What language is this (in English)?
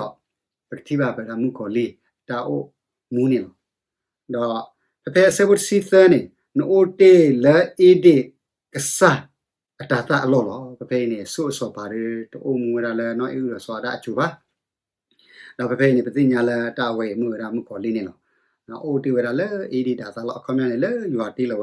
S'gaw Karen